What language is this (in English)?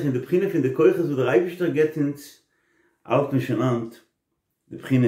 Yiddish